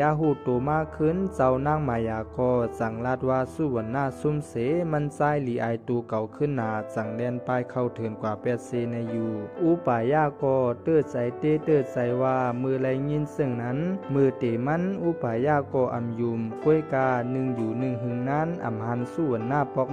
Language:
Shan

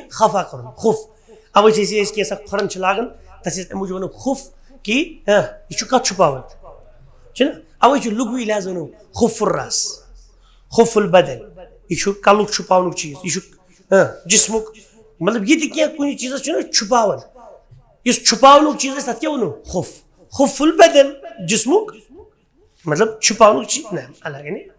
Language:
Kashmiri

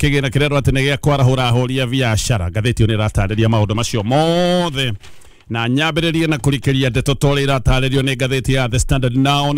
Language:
Kikuyu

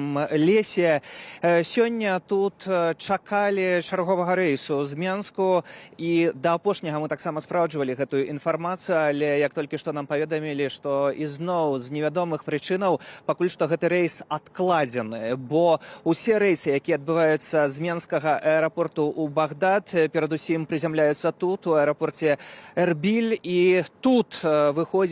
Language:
Belarusian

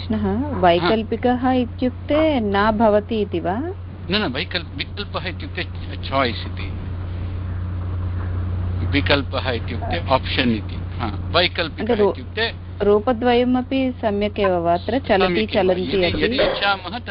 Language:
Sanskrit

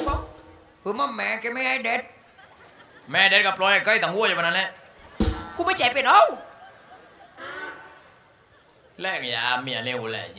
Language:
Thai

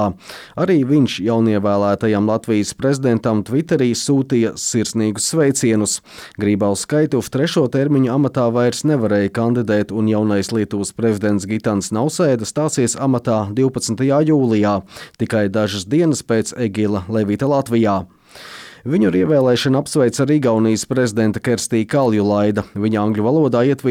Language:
Latvian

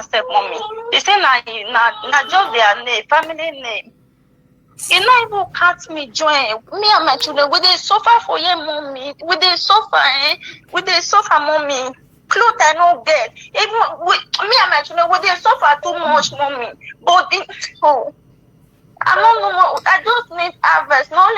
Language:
Nigerian Pidgin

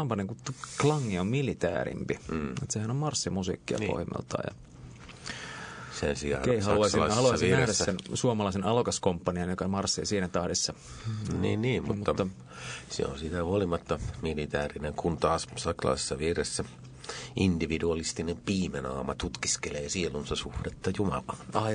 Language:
Finnish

